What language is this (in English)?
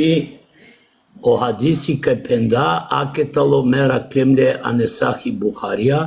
Balkan Romani